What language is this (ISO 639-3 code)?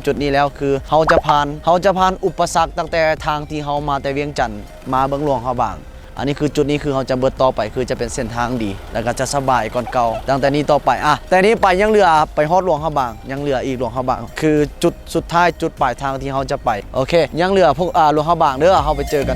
lao